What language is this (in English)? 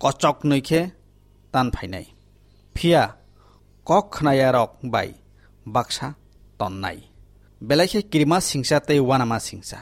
Kok Borok